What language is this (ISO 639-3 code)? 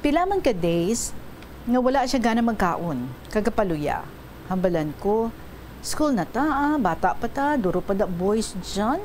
hil